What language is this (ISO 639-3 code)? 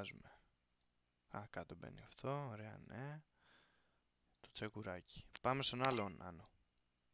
ell